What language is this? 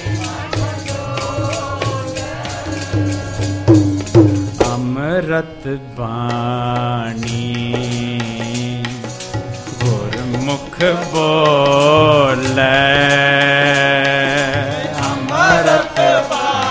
Punjabi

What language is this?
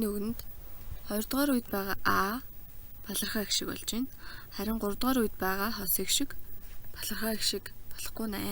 Mongolian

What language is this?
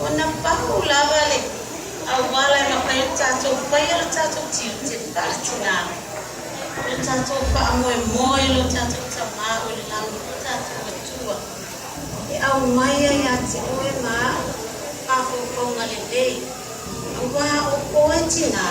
Samoan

